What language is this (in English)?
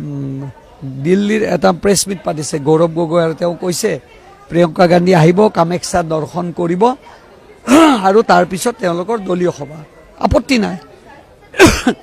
Assamese